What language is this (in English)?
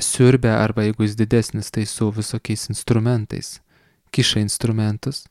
Lithuanian